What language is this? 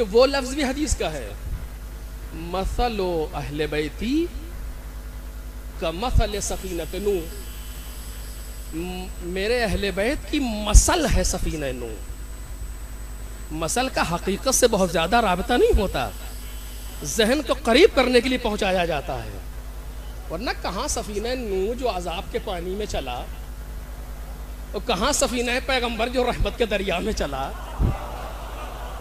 Urdu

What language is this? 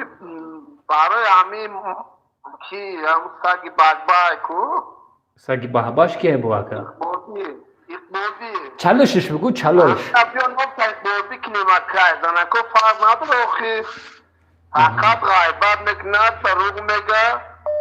Tajik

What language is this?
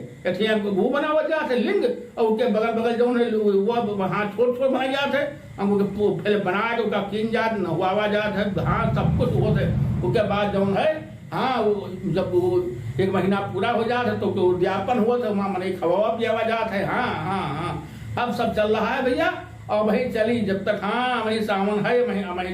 Awadhi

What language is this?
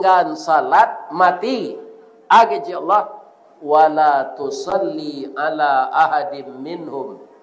Minangkabau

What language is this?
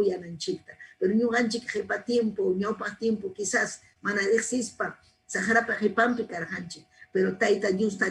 Ayacucho Quechua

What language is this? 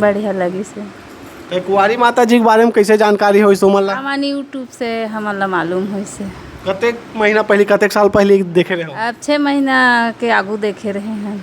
Chhattisgarhi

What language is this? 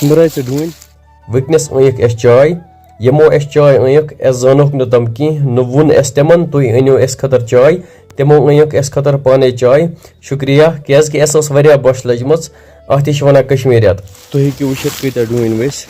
Kashmiri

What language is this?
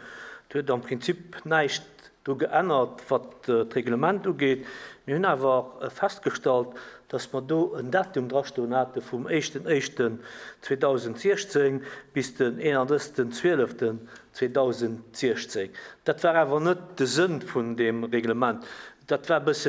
Luxembourgish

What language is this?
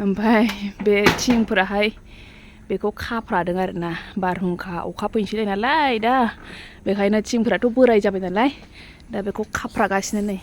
Bodo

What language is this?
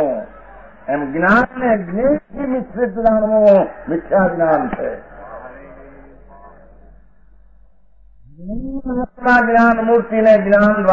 Gujarati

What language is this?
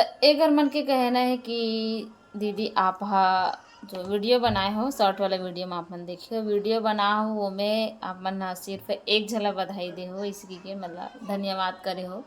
Chhattisgarhi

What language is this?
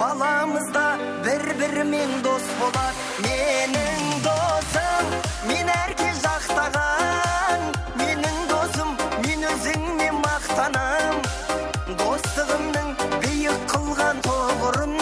Kara-Kalpak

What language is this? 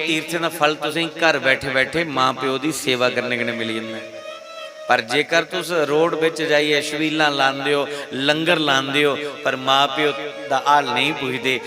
Dogri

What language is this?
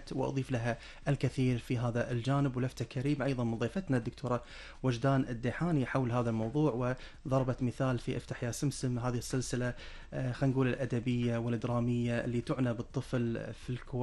Arabic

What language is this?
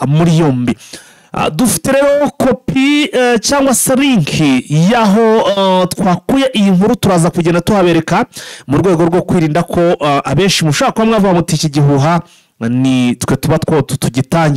Kinyarwanda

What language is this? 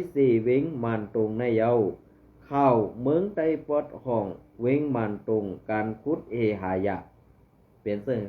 Shan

